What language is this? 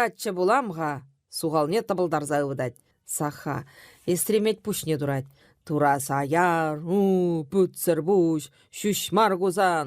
Chuvash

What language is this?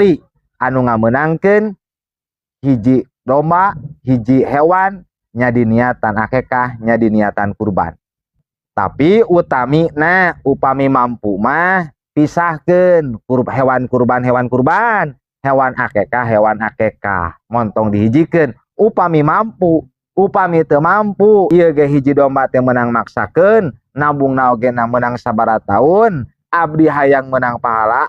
Sundanese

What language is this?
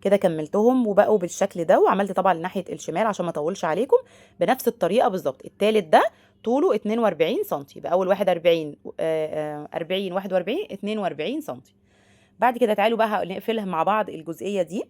Egyptian Arabic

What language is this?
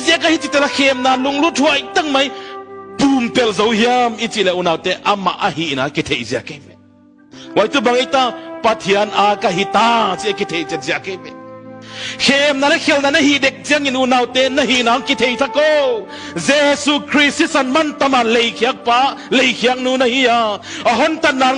Tedim Chin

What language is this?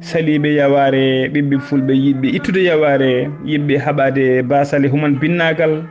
Fula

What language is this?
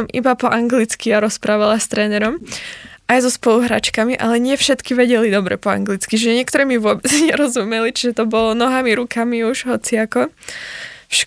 Slovak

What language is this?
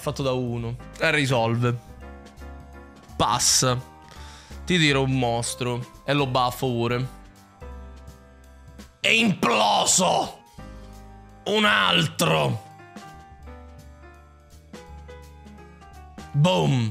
Italian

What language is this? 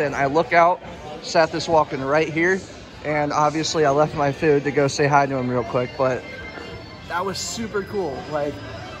English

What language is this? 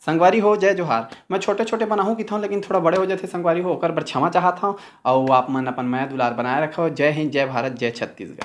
Chhattisgarhi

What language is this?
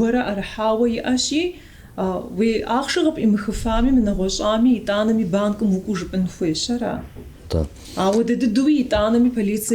Kabardian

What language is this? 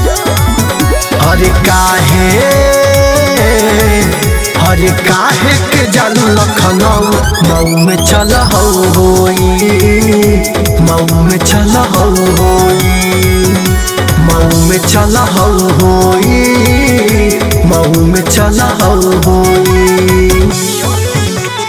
Bhojpuri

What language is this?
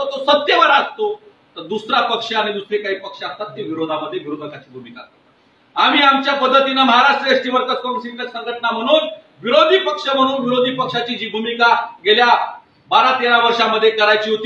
Marathi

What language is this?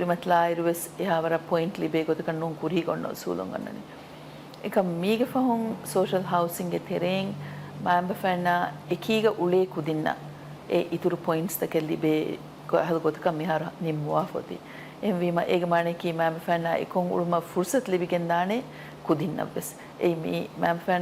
Divehi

